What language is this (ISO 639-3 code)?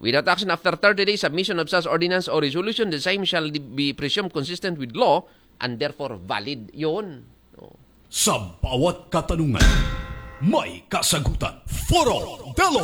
akl